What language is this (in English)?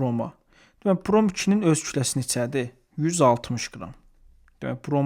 Azerbaijani